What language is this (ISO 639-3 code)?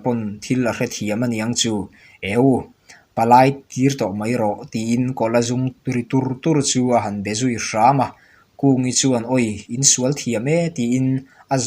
lus